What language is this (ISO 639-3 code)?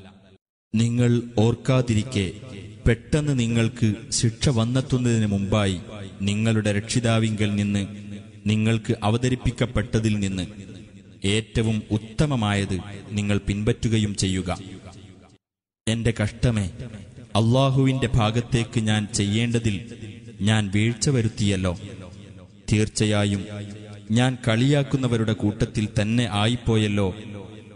mal